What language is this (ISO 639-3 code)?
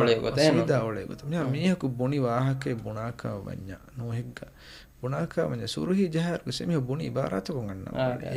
div